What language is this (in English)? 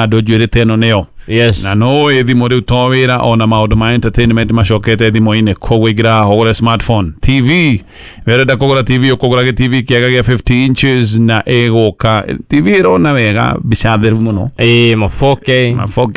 Kikuyu